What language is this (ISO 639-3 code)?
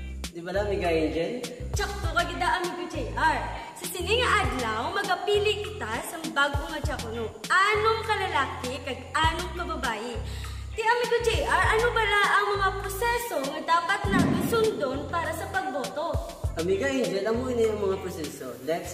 hil